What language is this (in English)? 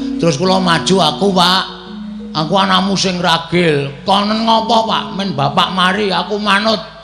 Javanese